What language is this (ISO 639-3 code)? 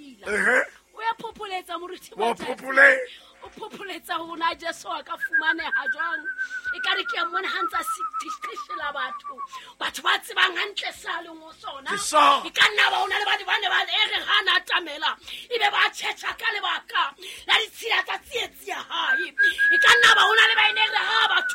sot